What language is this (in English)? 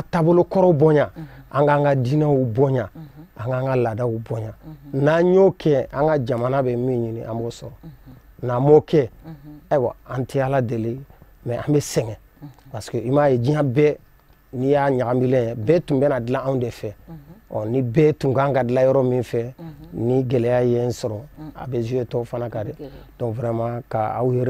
Bambara